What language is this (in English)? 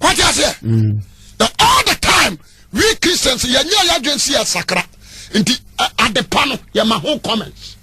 Akan